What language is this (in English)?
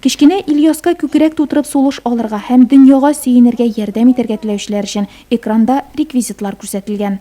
Tatar